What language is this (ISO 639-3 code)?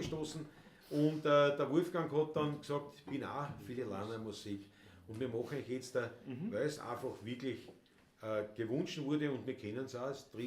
bar